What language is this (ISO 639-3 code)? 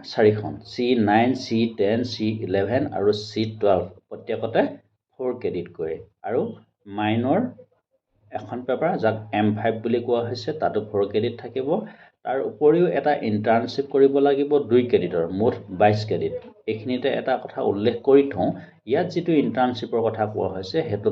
asm